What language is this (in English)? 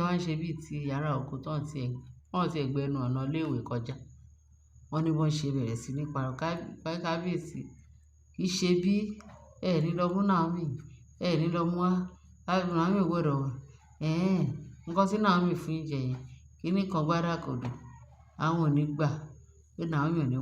Yoruba